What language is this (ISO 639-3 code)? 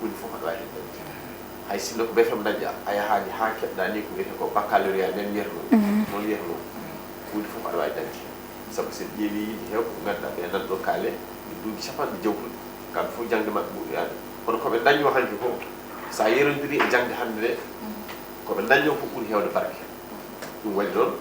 ful